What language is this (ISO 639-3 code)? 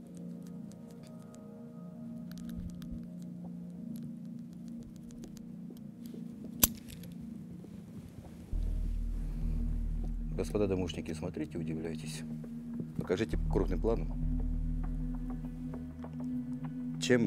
rus